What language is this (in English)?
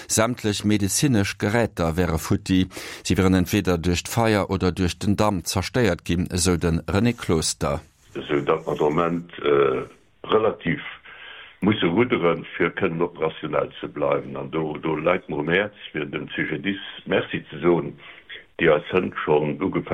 Luxembourgish